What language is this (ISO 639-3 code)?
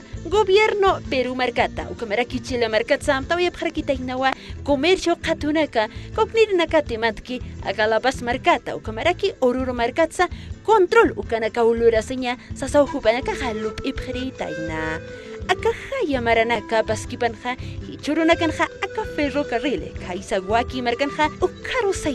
aym